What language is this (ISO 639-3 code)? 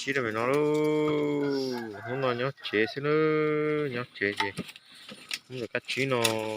hmn